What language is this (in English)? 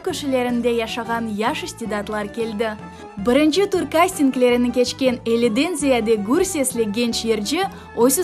Crimean Tatar